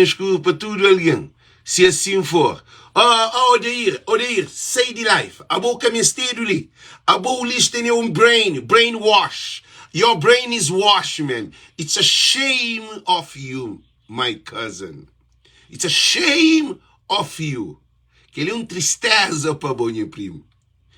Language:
Kabuverdianu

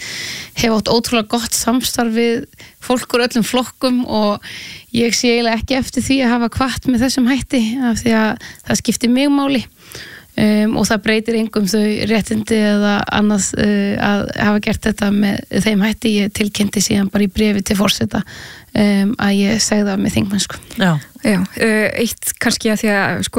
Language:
Icelandic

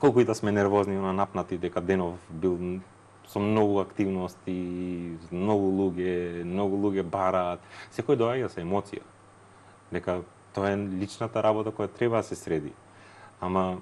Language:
Macedonian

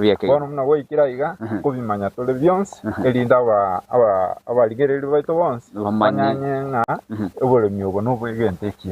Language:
Gusii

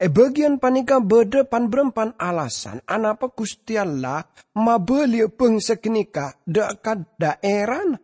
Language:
Madurese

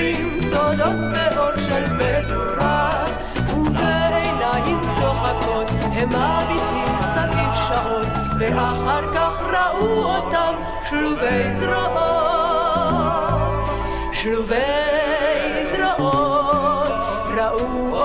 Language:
Hebrew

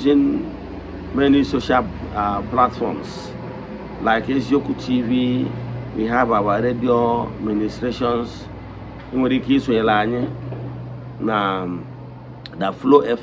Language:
Igbo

